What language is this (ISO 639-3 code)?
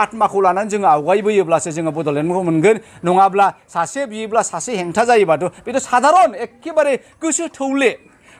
brx